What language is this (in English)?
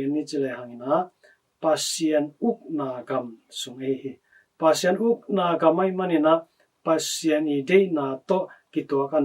Tedim Chin